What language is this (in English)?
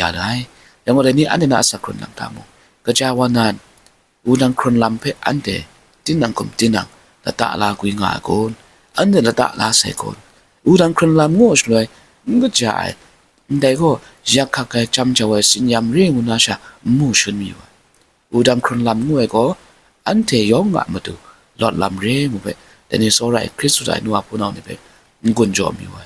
Kachin